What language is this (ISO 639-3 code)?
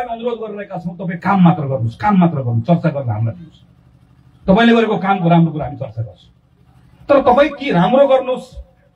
nep